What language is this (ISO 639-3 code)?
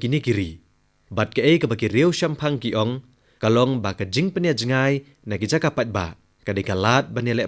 kha